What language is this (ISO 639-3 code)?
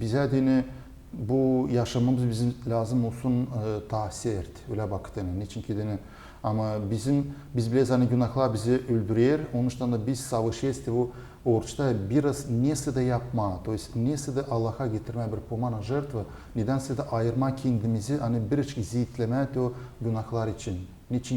gag